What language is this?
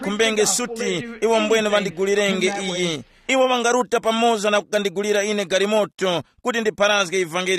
Tumbuka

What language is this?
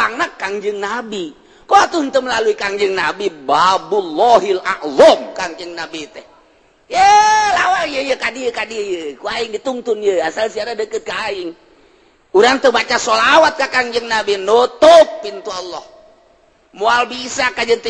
Sundanese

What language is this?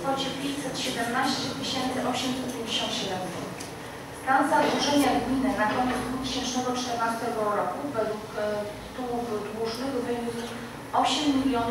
Polish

